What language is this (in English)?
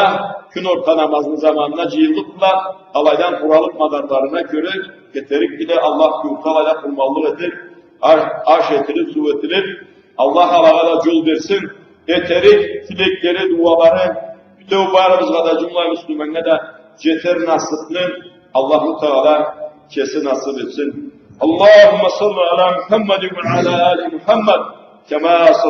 Karachay-Balkar